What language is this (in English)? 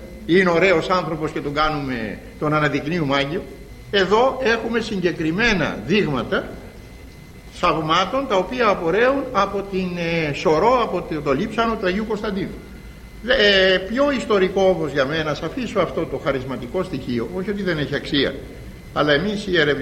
Greek